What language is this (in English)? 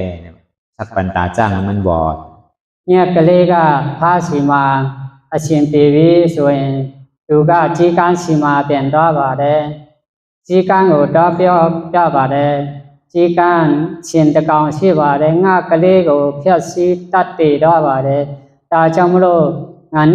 Shan